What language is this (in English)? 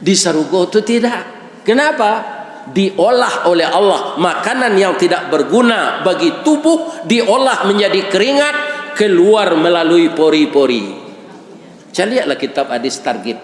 Minangkabau